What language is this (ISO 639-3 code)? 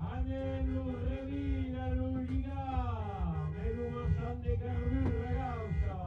oci